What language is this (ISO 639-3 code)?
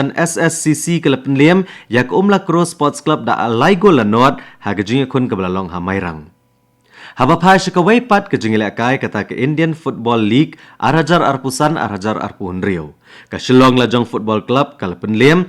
kha